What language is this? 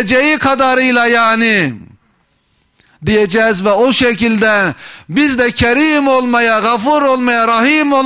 Turkish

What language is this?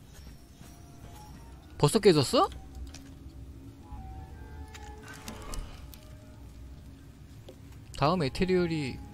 Korean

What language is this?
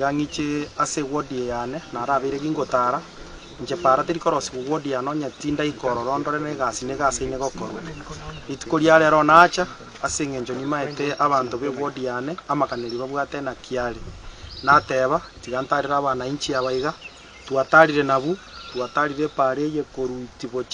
Gusii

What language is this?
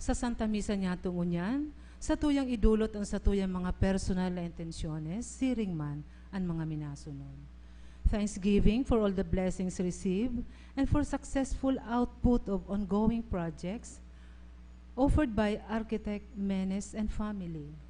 Bikol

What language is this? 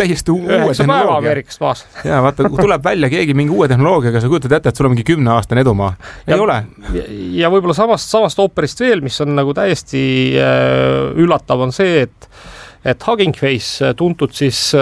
Estonian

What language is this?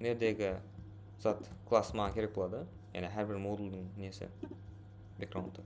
Kara-Kalpak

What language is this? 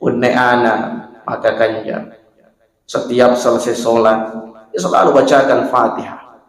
Buginese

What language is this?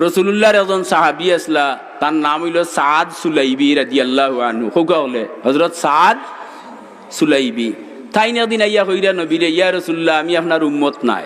Sylheti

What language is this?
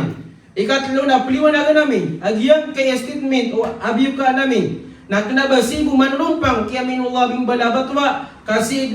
Maranao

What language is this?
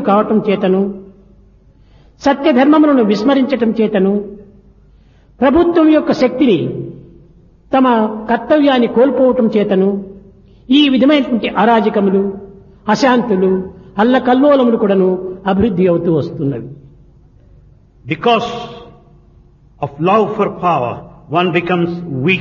Telugu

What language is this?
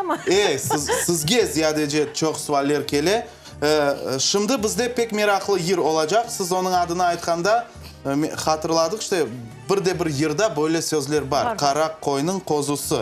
Crimean Tatar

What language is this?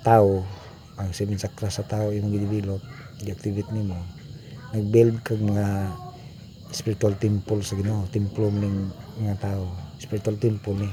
Cebuano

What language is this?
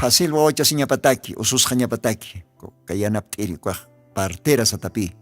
Aymara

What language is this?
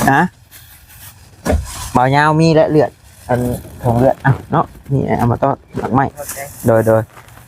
Northeastern Thai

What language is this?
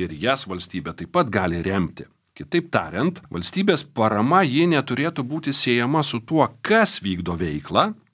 Lithuanian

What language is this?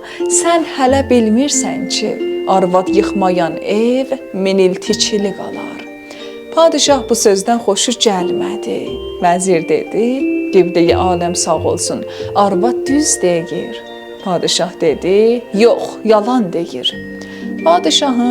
South Azerbaijani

